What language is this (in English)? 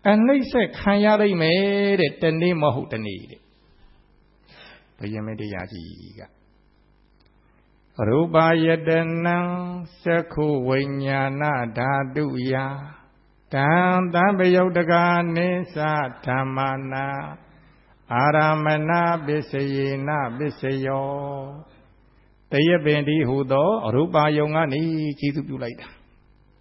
Burmese